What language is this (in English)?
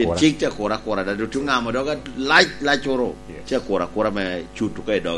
Lango (Uganda)